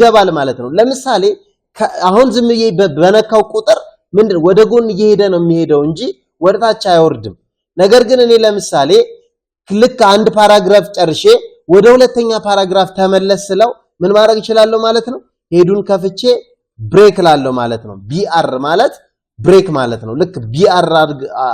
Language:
Amharic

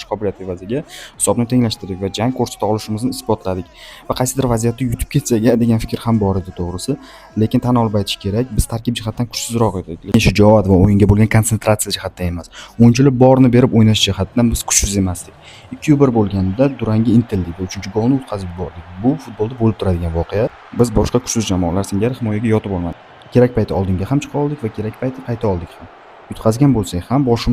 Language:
Uzbek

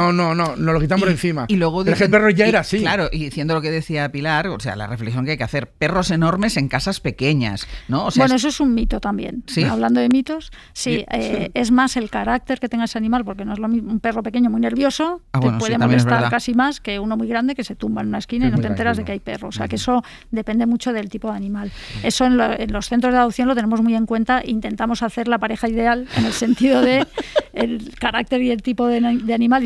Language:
Spanish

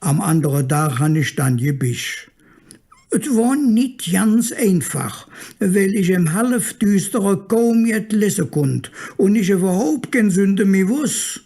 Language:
Colognian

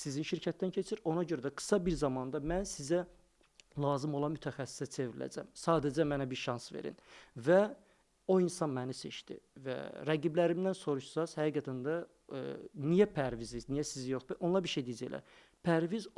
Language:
Azerbaijani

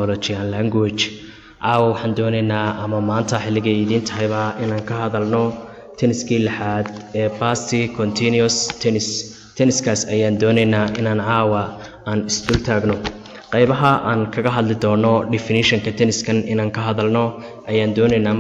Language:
Somali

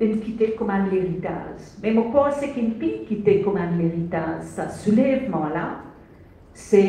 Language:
Morisyen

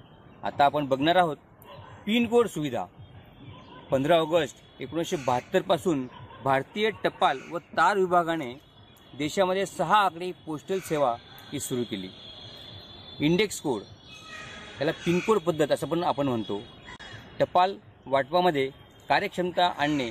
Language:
Marathi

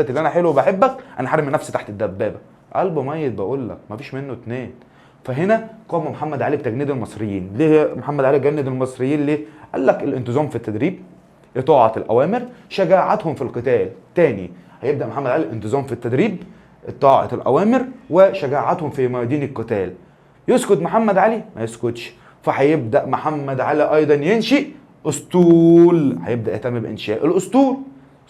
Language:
Egyptian Arabic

